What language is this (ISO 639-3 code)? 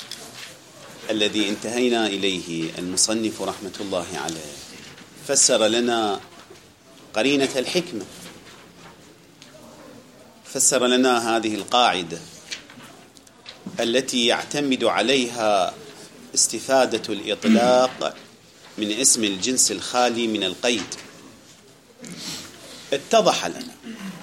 ara